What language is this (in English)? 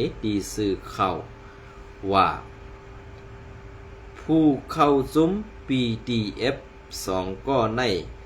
Shan